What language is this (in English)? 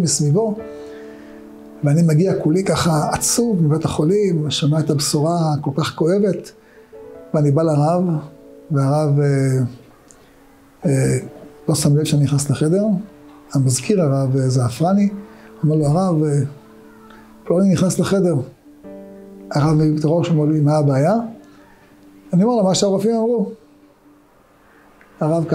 Hebrew